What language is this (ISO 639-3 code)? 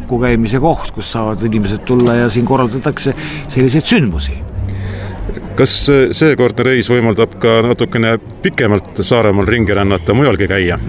est